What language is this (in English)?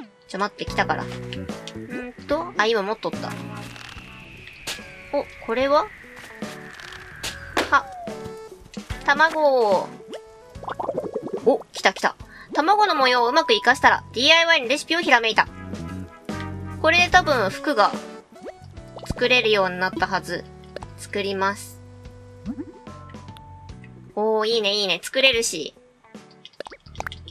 Japanese